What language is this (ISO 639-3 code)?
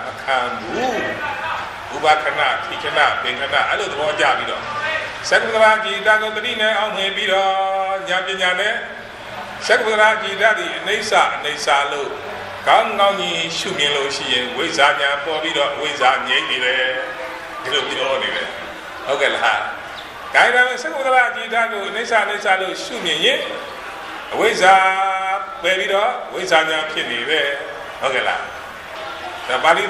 mya